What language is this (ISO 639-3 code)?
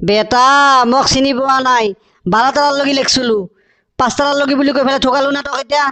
asm